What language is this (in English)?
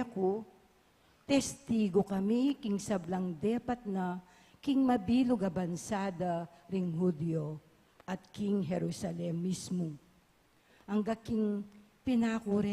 Pampanga